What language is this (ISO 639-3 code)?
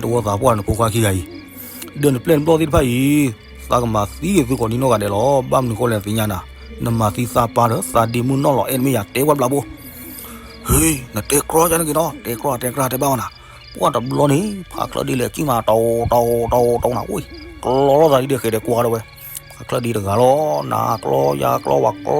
ksw